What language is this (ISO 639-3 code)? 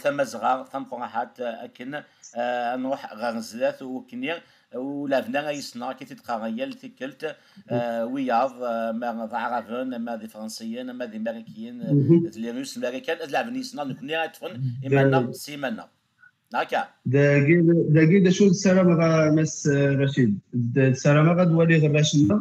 kab